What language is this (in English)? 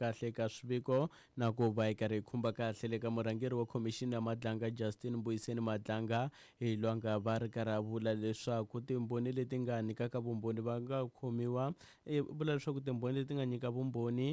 Tsonga